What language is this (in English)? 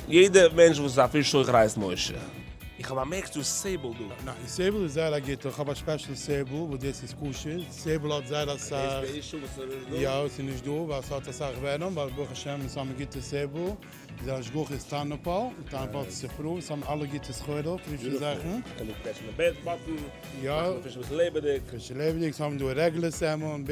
Yiddish